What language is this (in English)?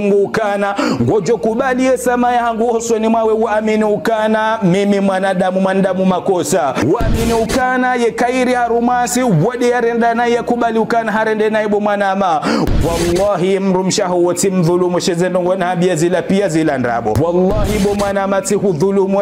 Ngazidja Comorian